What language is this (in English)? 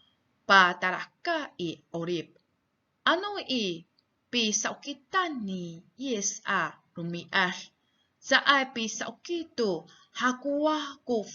Amis